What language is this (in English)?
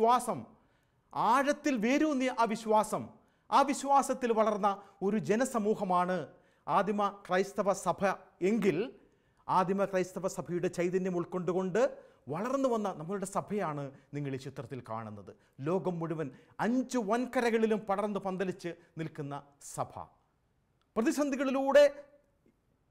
Malayalam